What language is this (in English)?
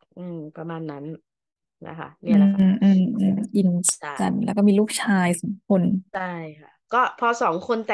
Thai